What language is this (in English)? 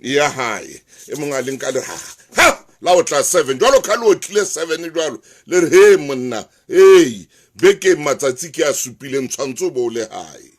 Southern Sotho